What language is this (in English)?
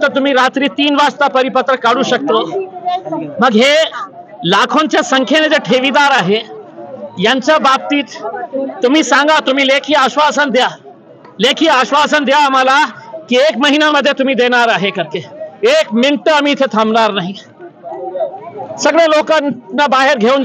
Marathi